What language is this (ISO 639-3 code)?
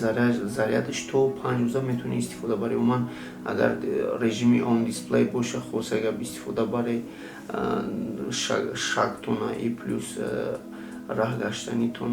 tgk